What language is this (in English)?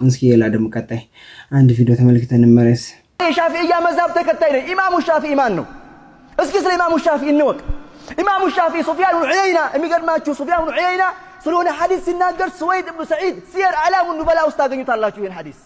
Amharic